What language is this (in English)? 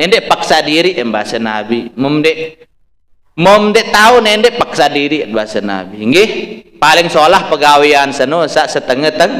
Sasak